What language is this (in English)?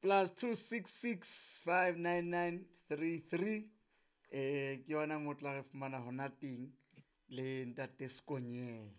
Southern Sotho